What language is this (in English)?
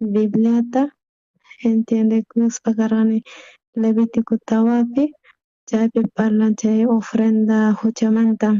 South Bolivian Quechua